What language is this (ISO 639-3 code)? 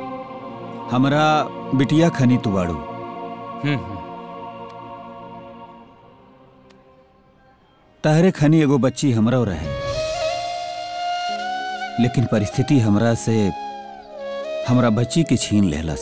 bho